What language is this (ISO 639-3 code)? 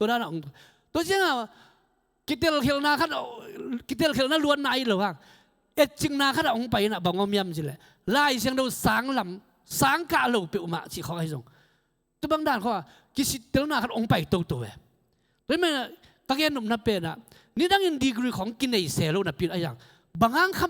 ctd